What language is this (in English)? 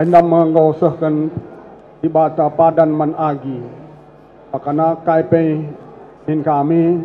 Batak Karo